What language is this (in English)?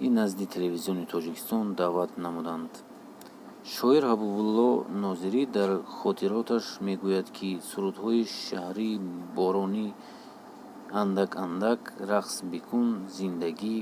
Tajik